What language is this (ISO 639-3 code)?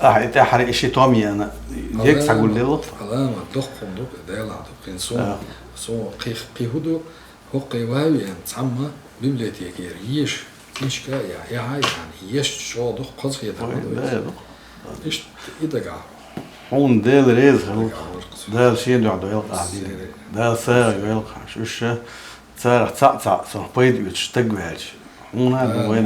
che